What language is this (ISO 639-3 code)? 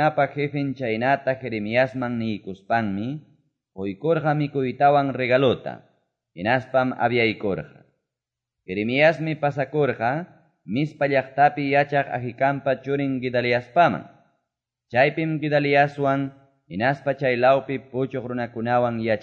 que